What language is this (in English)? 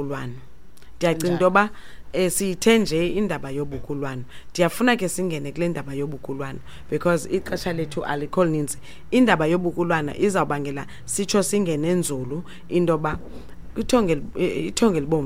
Xhosa